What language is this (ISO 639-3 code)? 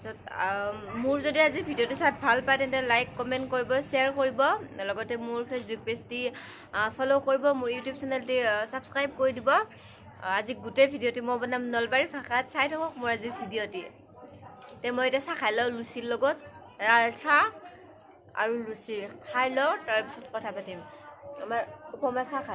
asm